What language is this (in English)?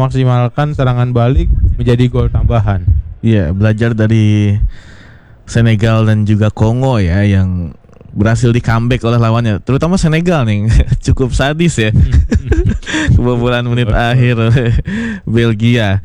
Indonesian